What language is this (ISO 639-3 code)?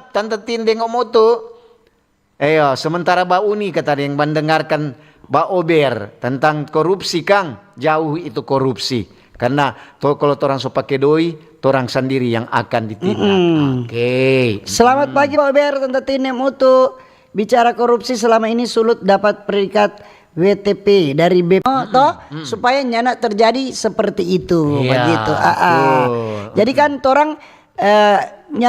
xmm